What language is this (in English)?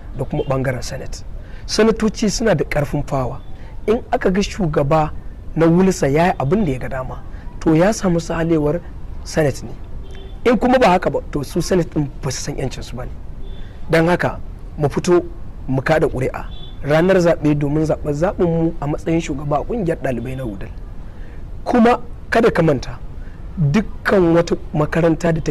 Hausa